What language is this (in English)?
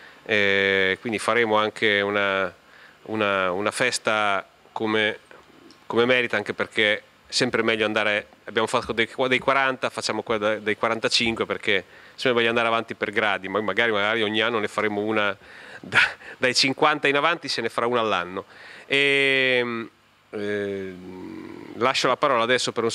Italian